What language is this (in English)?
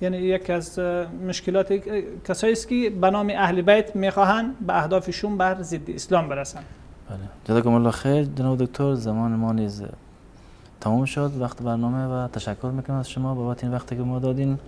Persian